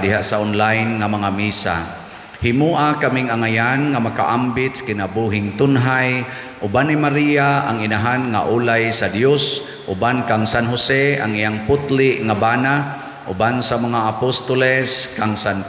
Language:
Cebuano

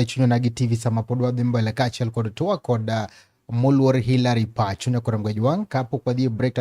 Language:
Luo (Kenya and Tanzania)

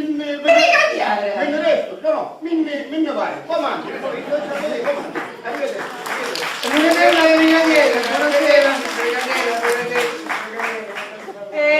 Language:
Sicilian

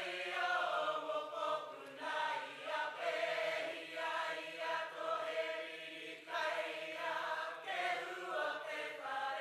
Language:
Māori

